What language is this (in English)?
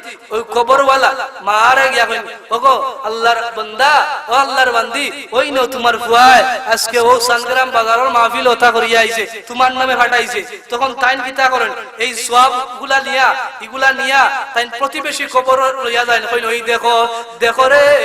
Sylheti